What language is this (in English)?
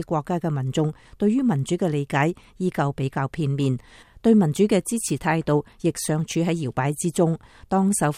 Cantonese